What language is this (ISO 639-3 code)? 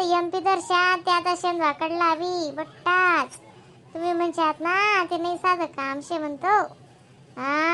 khn